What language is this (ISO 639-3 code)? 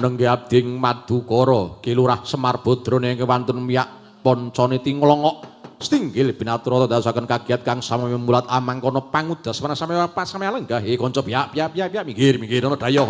jav